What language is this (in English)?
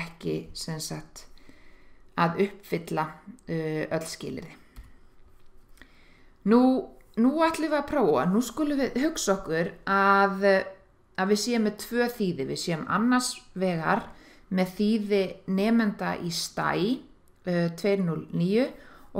Icelandic